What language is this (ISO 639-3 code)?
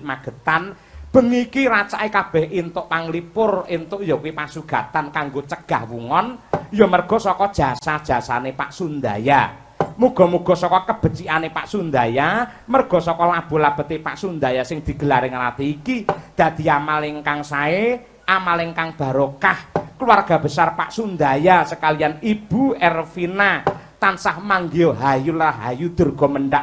jav